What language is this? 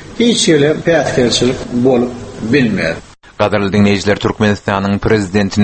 Turkmen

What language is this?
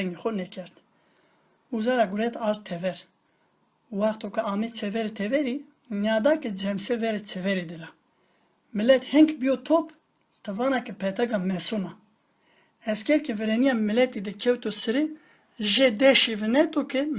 Zaza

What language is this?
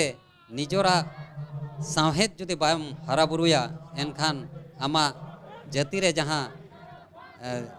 Santali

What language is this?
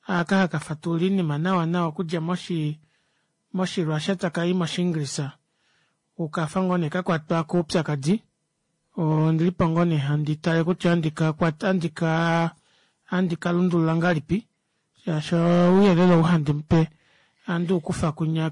Kuanyama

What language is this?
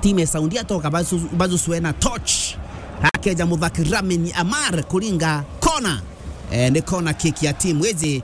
Meru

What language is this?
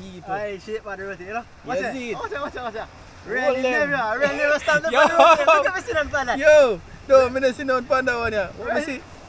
Jamaican Creole English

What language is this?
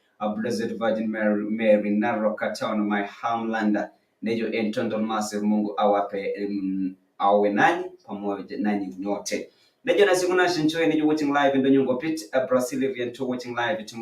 Masai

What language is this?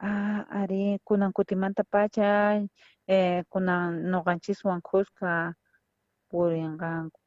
South Bolivian Quechua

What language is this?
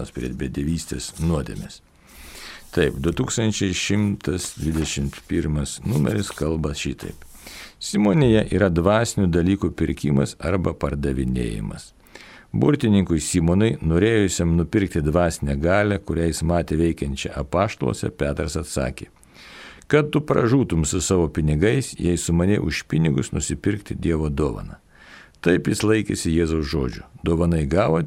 Lithuanian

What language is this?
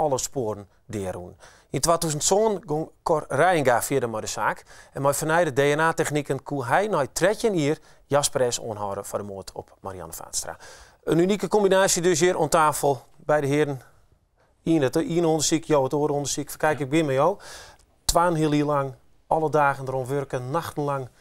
Western Frisian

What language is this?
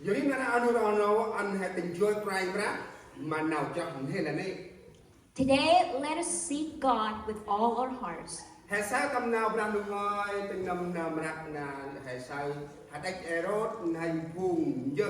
Central Mnong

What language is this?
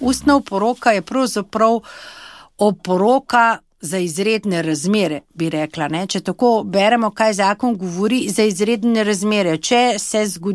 Slovenian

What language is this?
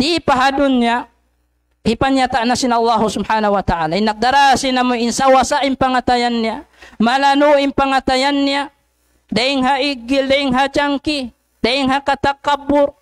Tausug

